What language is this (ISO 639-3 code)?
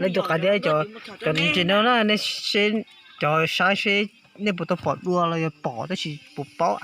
hmn